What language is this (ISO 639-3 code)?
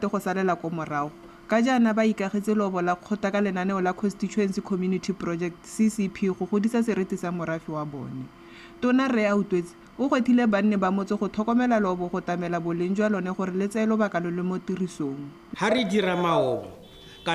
tsn